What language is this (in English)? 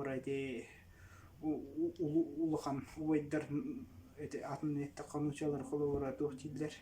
Yakut